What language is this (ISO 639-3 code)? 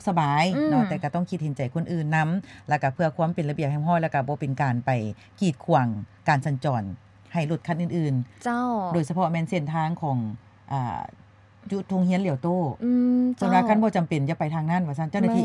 lao